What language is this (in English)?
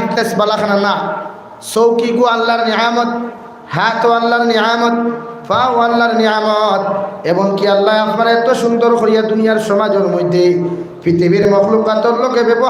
Sylheti